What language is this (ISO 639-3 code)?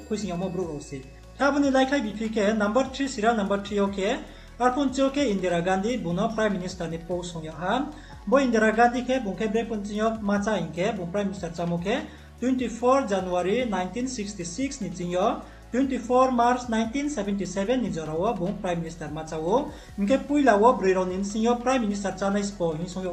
ria